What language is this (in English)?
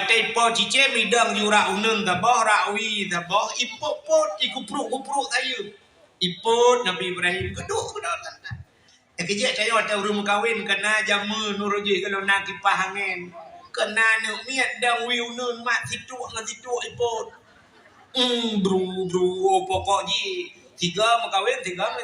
Achinese